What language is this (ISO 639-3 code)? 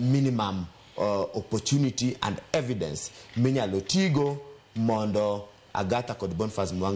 luo